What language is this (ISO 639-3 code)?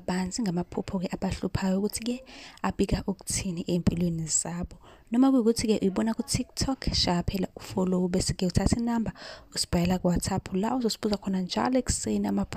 zul